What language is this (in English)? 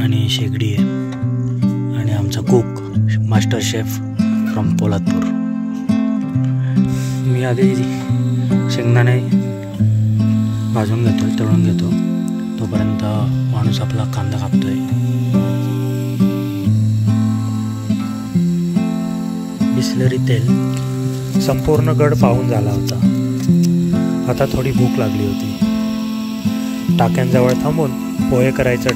Marathi